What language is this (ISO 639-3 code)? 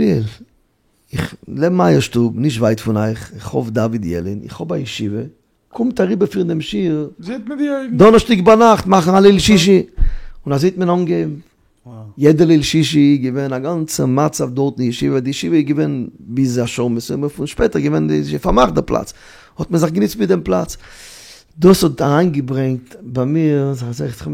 yid